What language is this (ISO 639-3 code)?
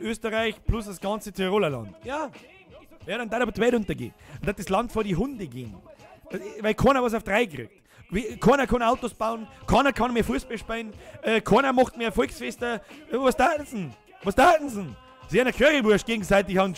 bar